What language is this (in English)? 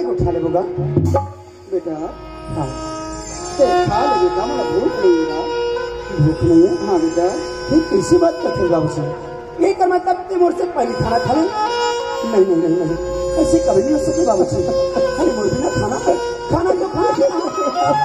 Chhattisgarhi